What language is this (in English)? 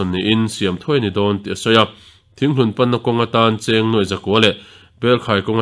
Mizo